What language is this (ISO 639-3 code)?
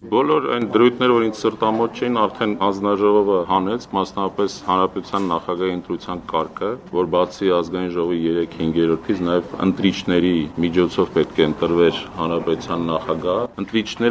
hye